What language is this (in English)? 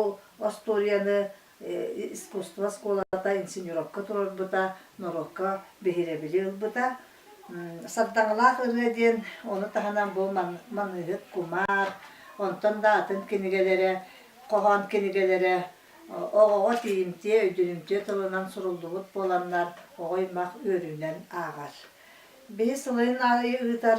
Yakut